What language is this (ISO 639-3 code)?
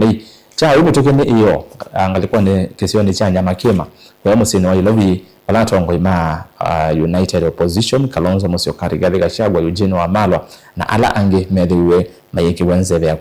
kam